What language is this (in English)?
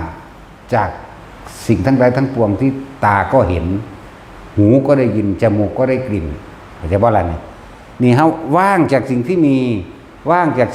Northeastern Thai